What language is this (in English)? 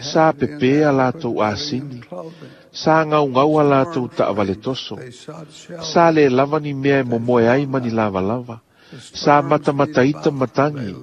Samoan